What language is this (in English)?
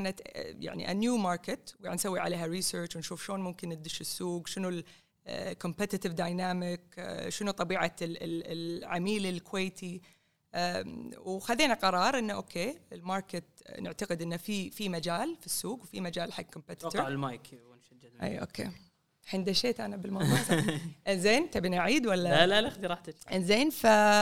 Gulf Arabic